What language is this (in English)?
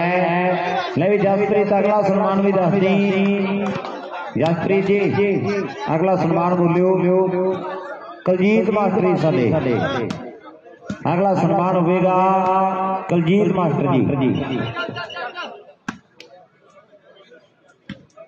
Punjabi